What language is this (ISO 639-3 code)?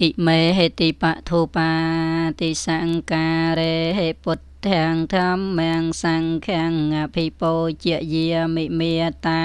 khm